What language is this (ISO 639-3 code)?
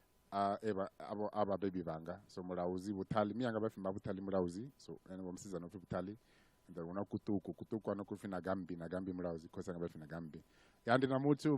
ven